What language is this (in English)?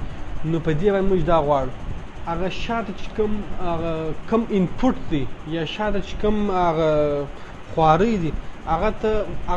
Pashto